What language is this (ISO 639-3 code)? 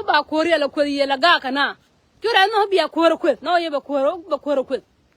nus